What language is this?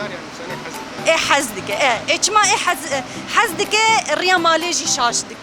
Kurdish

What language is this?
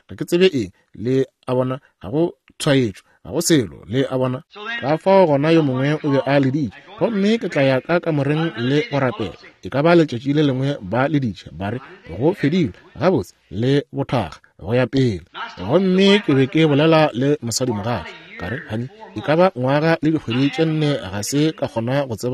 Northern Sotho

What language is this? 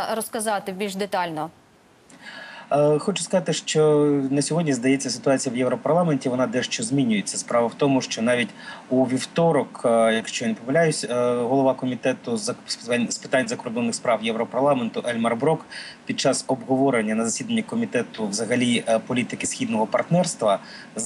Ukrainian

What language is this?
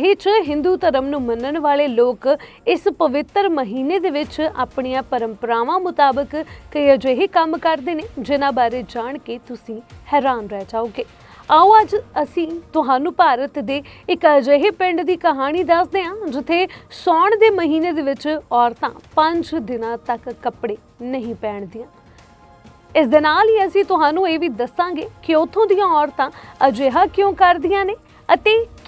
Punjabi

